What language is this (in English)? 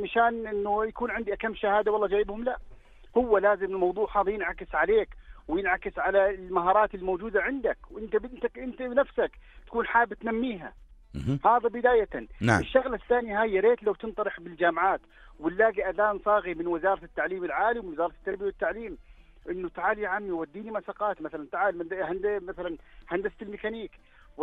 North Levantine Arabic